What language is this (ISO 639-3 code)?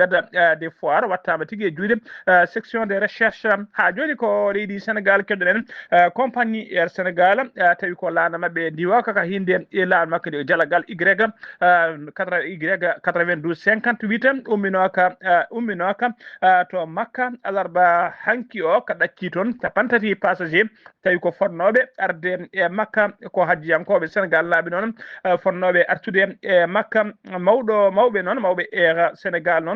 ful